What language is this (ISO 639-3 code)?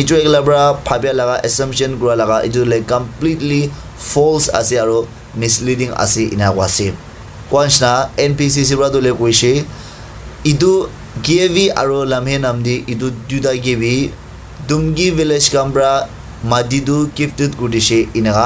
nag